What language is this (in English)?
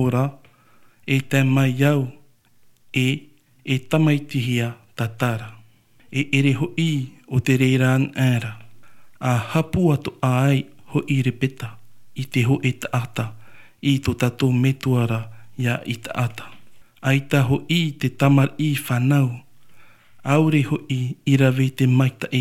Tahitian